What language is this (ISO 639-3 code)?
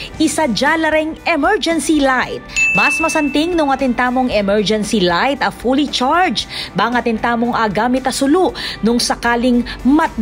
pam